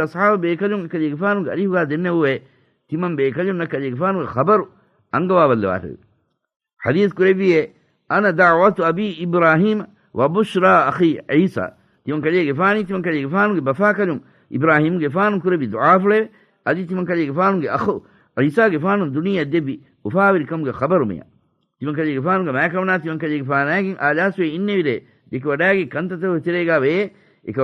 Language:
Divehi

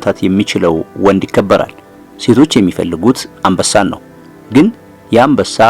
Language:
Amharic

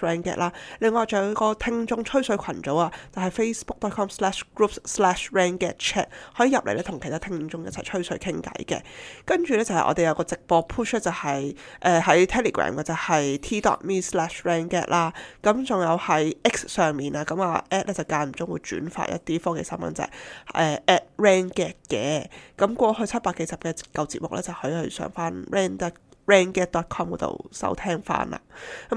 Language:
Cantonese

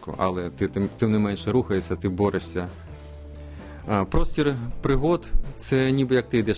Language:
Ukrainian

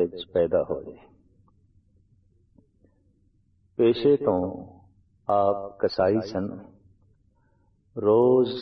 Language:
Punjabi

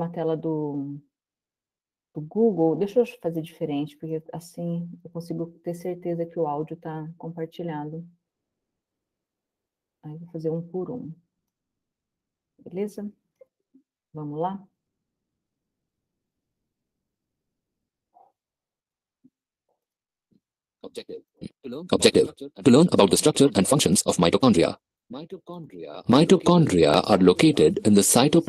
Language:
Portuguese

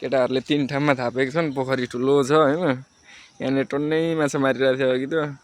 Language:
Nepali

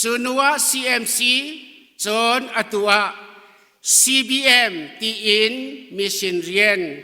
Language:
Hakha Chin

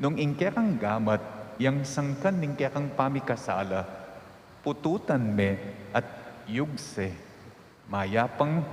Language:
Pampanga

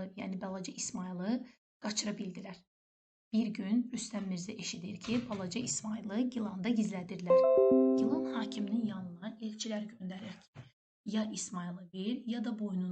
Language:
Azerbaijani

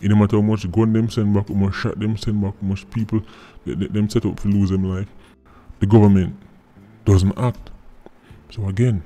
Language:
Jamaican Creole English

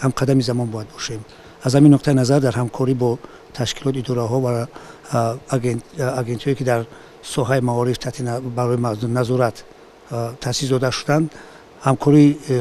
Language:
Tajik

